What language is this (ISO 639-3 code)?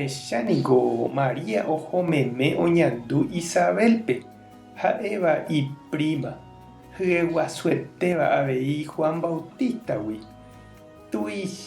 grn